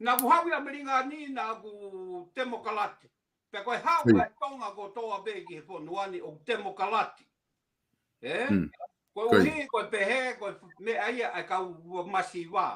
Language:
Tongan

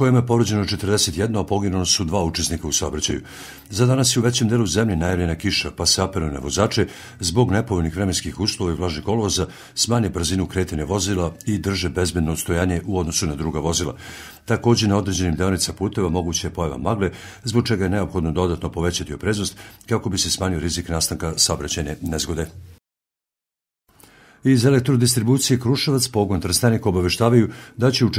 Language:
Serbian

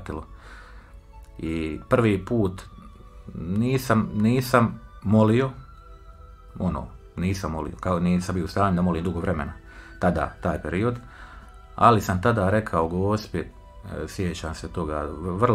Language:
Croatian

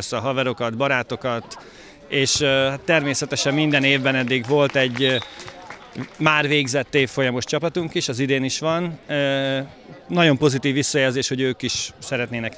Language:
Hungarian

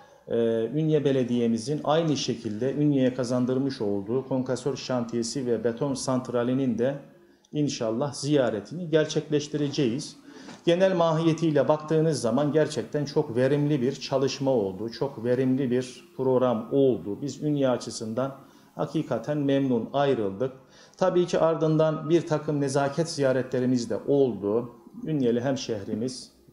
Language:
Turkish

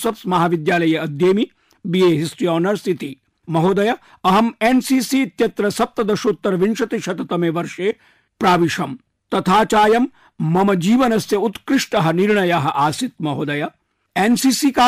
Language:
Sanskrit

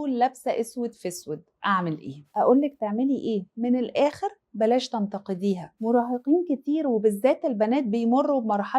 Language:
Egyptian Arabic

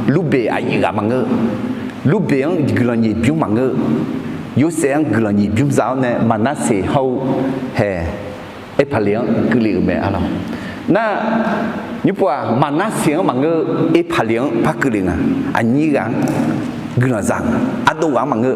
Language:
Akha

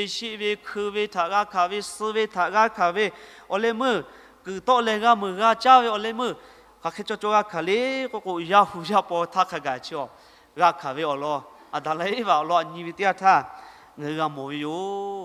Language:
Lahu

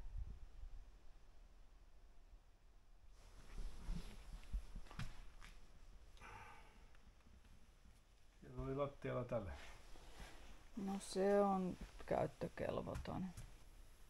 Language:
Finnish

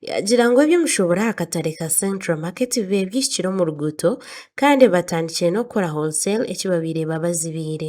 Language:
Nyankole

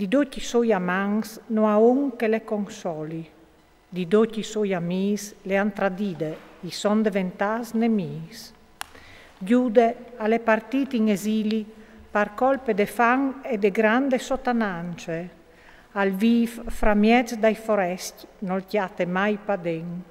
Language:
Friulian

